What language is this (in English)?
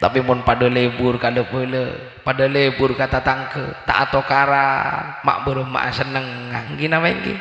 Madurese